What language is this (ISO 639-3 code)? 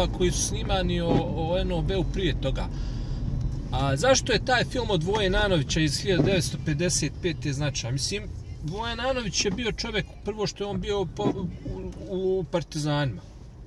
bos